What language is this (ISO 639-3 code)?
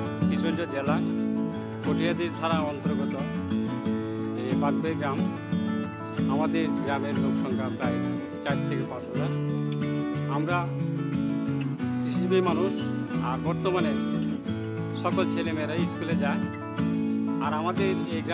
ben